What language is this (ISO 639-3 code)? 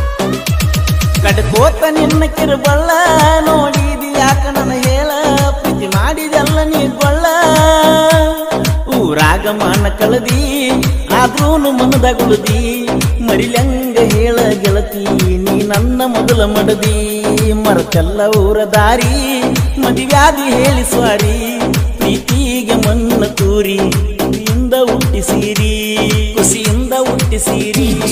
kan